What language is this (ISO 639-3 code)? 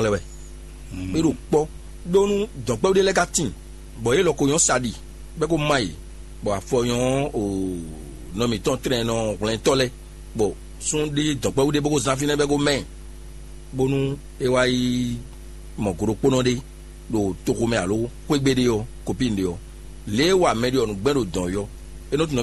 fon